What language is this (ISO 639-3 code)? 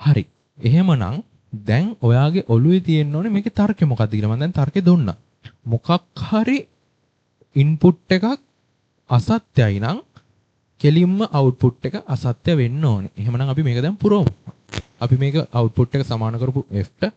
sin